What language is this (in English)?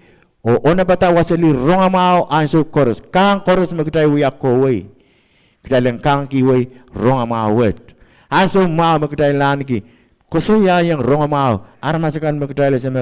Pohnpeian